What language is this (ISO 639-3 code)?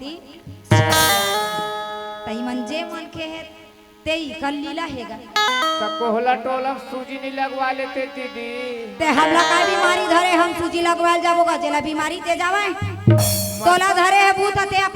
hne